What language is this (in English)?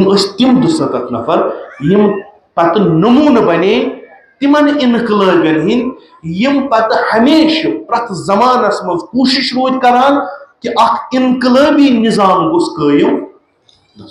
Kashmiri